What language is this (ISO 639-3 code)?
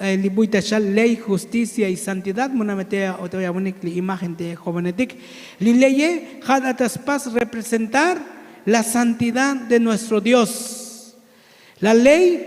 tzo